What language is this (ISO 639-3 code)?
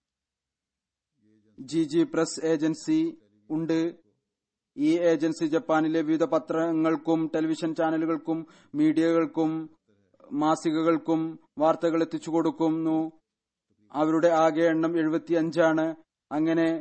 mal